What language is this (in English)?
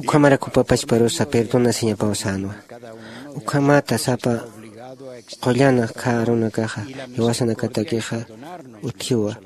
Aymara